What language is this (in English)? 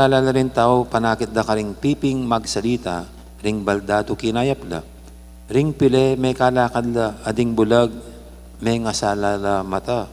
Pampanga